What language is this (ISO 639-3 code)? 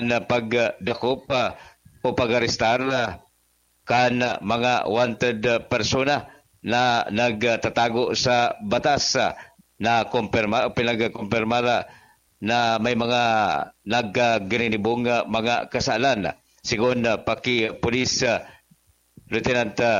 bik